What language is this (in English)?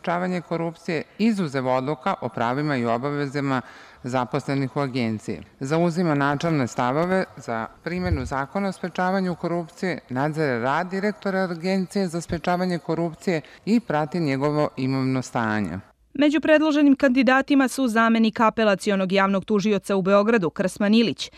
Serbian